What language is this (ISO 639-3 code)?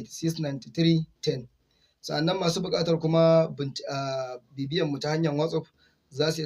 hau